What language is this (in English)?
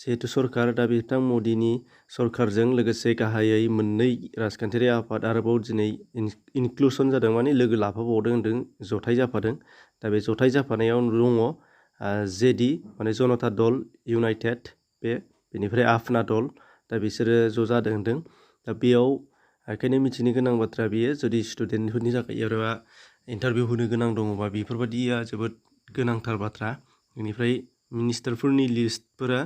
Bodo